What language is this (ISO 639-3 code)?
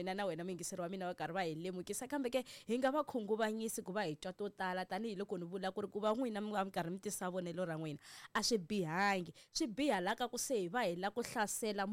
tso